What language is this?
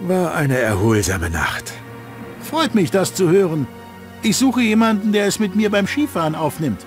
Bavarian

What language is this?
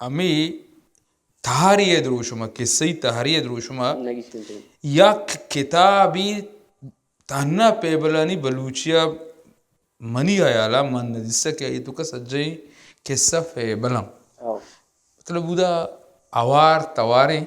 Baluchi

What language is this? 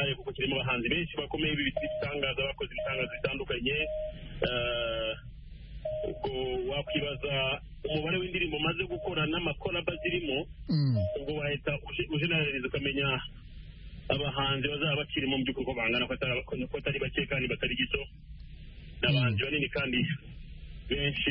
Kinyarwanda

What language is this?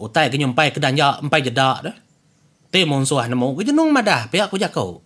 Iban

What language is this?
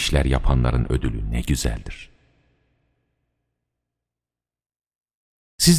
Turkish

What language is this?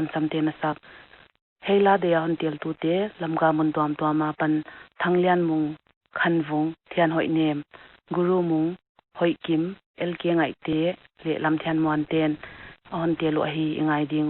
Paite Chin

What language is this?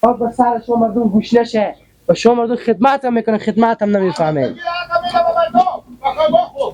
Hazaragi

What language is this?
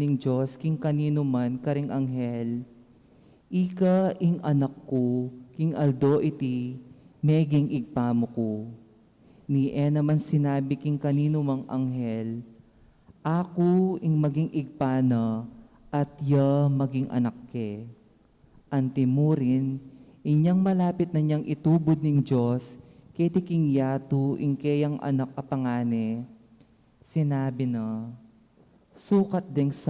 Pampanga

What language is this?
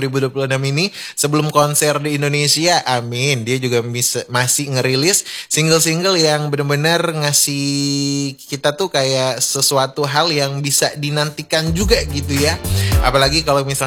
Indonesian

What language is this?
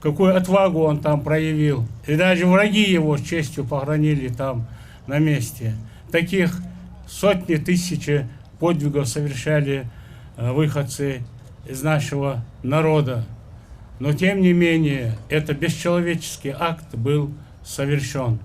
Ingush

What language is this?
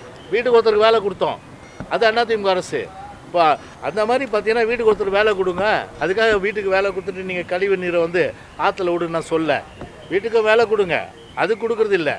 Tamil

